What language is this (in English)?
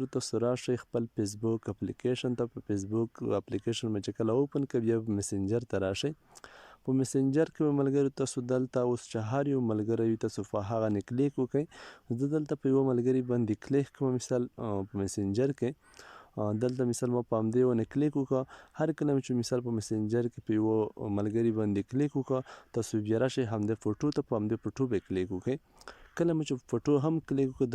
Pashto